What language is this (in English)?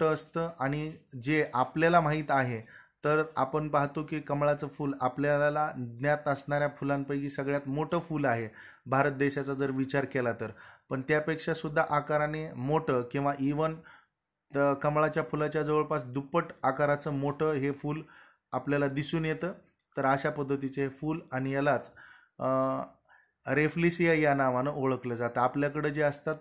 Marathi